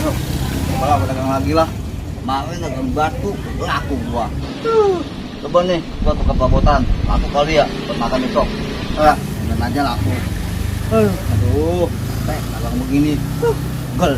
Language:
Betawi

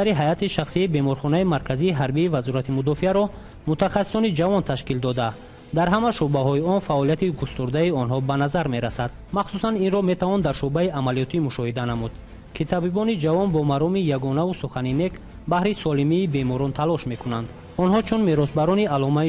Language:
Tajik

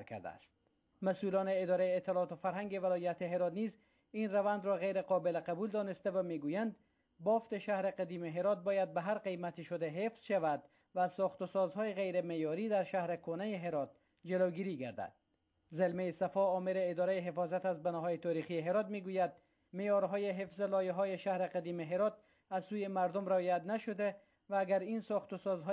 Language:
Persian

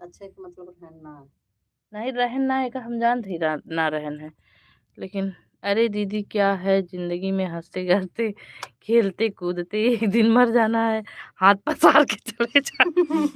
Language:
Awadhi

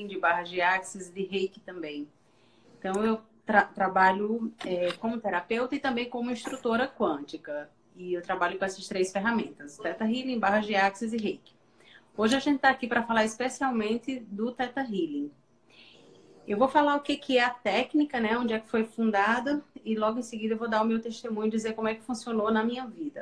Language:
Portuguese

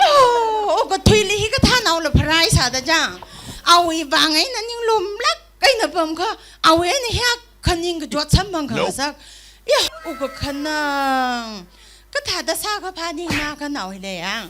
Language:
Tangkhul Naga (India)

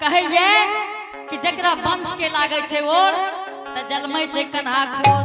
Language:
Angika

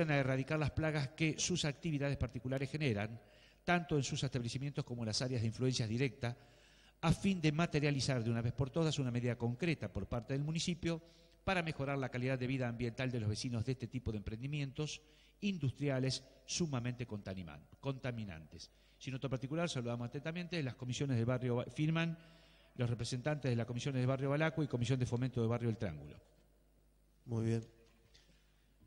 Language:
Spanish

